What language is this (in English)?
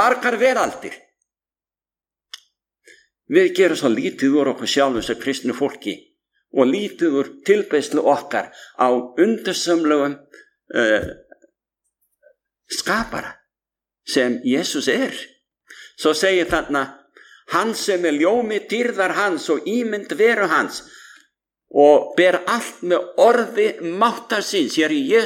Icelandic